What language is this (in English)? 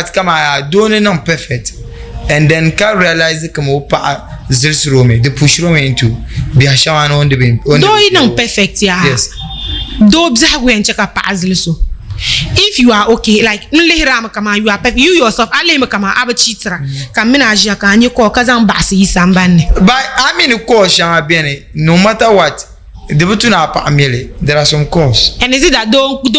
Dagbani